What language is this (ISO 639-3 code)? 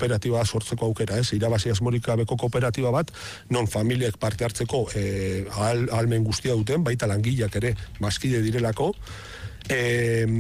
eus